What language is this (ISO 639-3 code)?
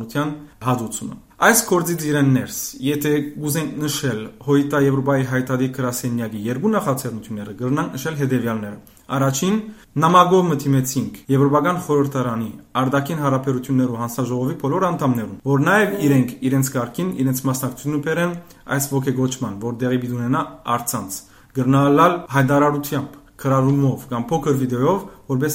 hye